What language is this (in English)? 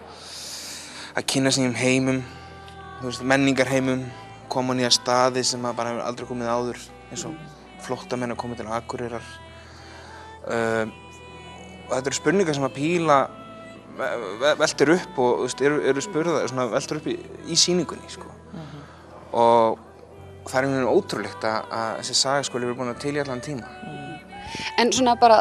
Icelandic